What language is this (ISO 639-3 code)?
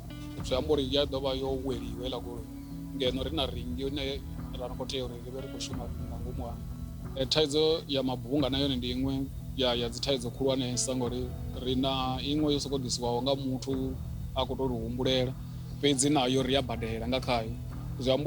ven